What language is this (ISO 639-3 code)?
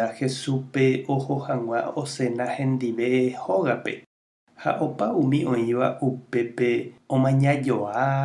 grn